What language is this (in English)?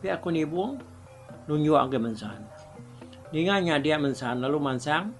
Iban